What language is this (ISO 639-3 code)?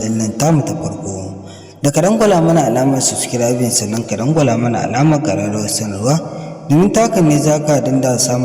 hau